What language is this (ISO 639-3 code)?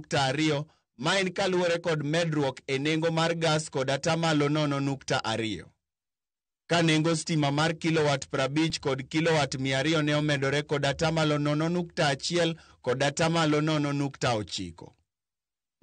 luo